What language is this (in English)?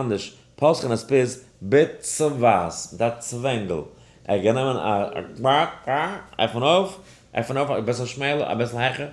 Yiddish